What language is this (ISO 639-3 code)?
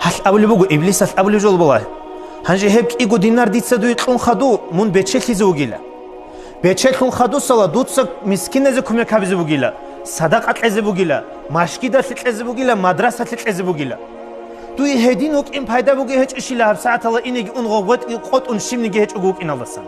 ava